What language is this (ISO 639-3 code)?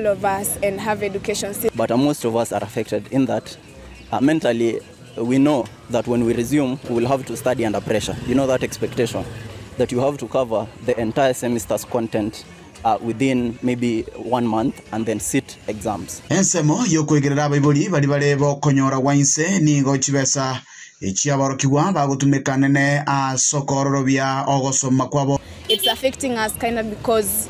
guz